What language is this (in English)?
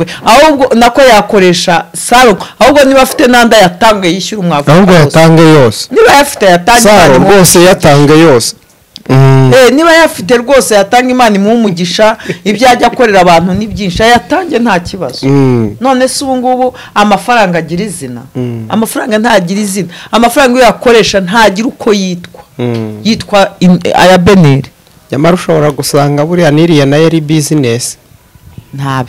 Kinyarwanda